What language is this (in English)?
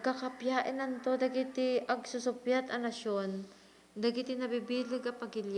Iloko